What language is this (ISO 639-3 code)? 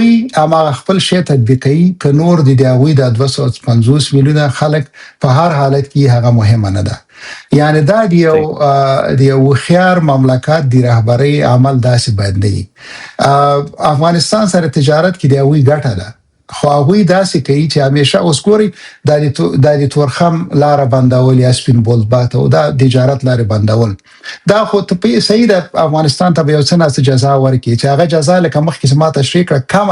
pus